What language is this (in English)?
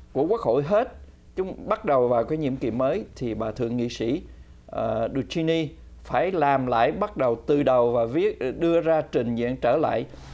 Vietnamese